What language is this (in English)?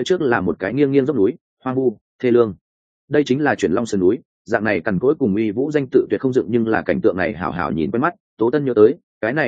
Vietnamese